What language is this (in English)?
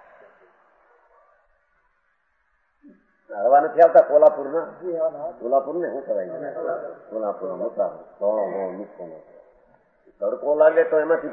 Gujarati